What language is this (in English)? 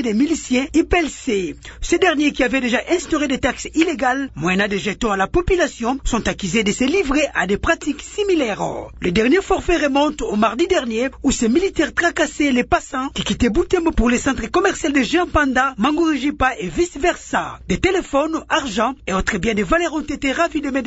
French